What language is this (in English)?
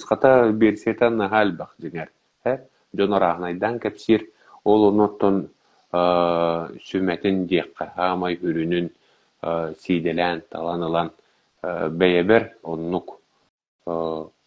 Yakut